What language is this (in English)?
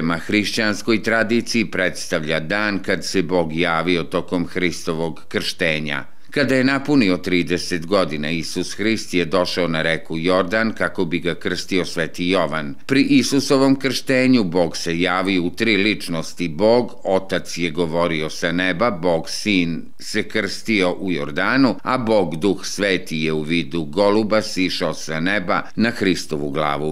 Serbian